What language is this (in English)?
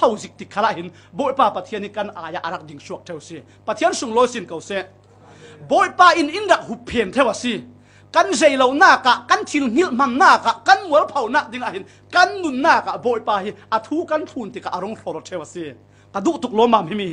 Falam Chin